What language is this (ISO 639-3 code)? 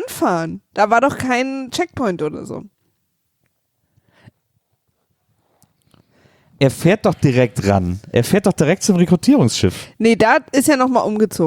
deu